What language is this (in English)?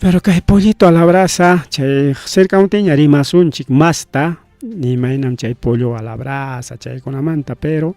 Ayacucho Quechua